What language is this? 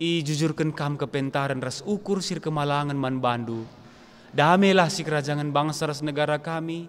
Batak Karo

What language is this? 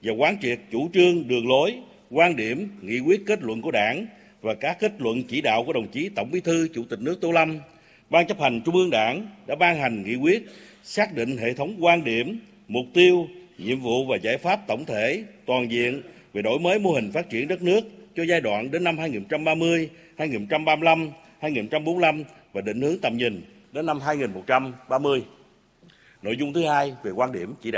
Vietnamese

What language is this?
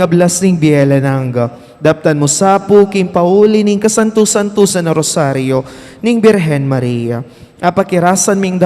Pampanga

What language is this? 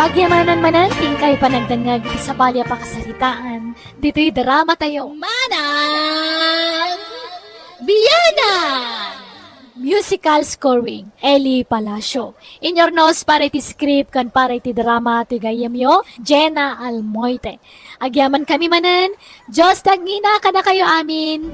Iloko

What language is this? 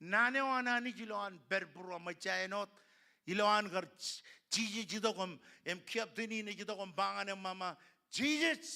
Marshallese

